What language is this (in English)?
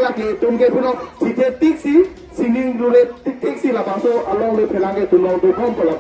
Karbi